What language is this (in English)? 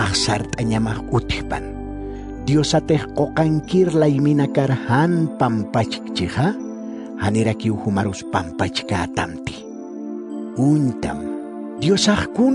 Aymara